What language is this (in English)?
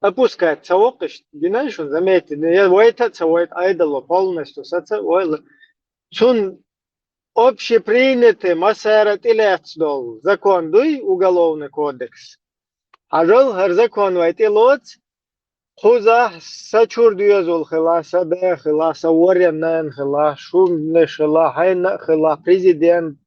Chechen